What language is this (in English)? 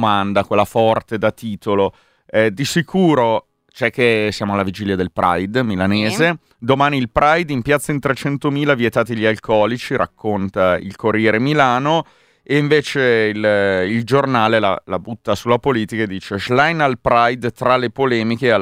Italian